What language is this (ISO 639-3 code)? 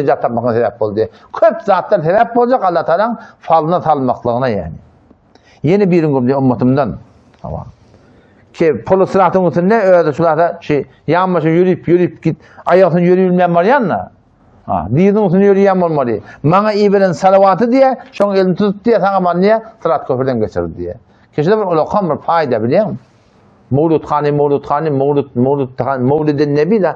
tuk